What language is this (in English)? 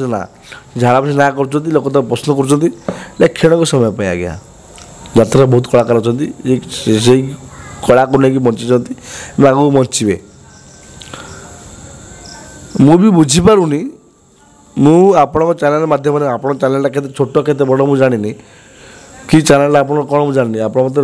Odia